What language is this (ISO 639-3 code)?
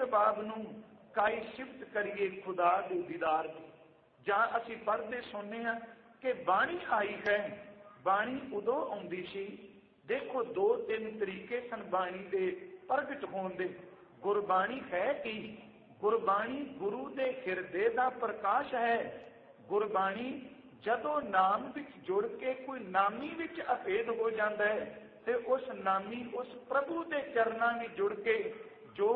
pan